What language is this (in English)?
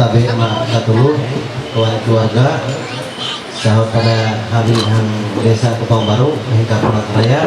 Ma'anyan